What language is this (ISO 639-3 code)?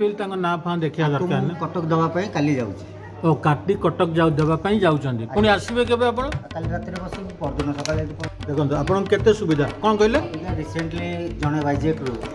ori